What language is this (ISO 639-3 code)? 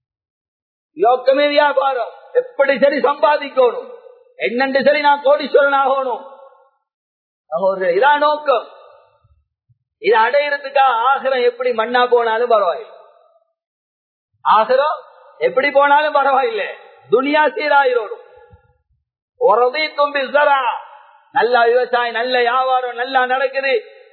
tam